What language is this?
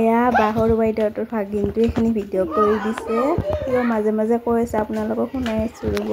Assamese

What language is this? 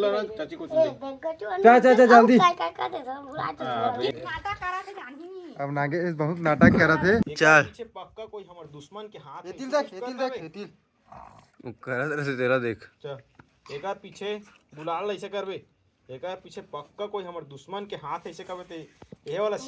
Chhattisgarhi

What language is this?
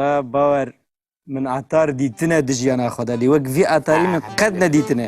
Kurdish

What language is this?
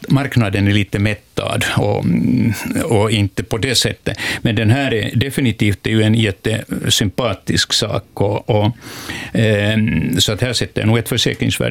Swedish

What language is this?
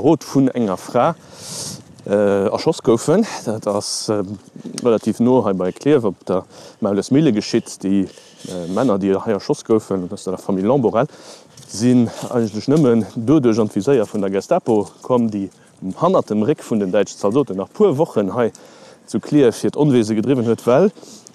Luxembourgish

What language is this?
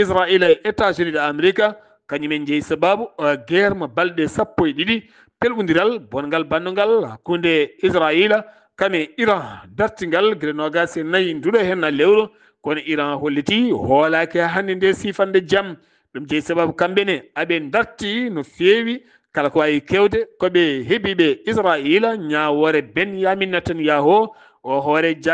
Fula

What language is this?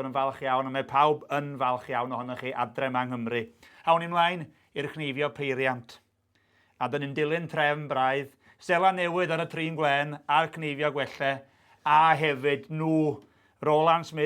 Welsh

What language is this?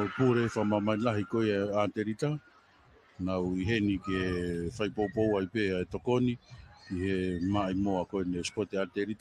Tongan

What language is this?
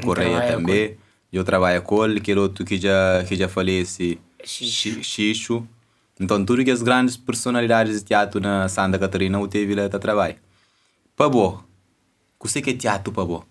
Kabuverdianu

